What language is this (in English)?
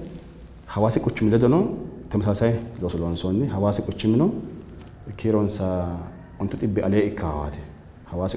Sidamo